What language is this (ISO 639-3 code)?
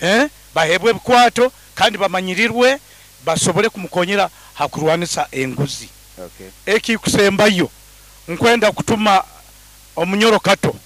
nyo